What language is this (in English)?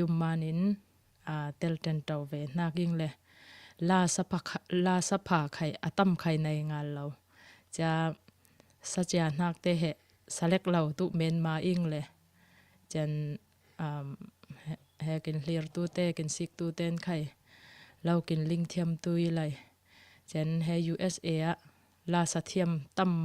Falam Chin